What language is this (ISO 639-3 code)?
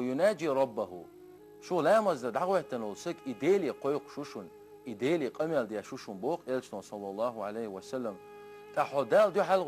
che